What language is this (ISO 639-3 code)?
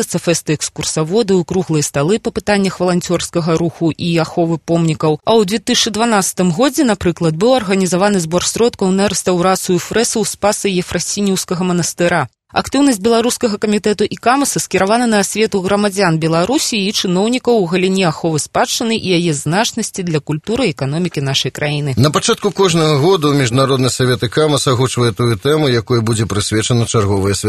bel